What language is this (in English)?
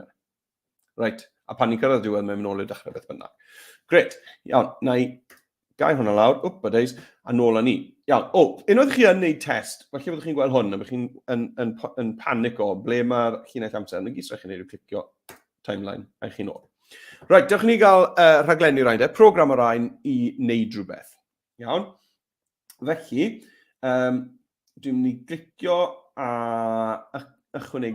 Welsh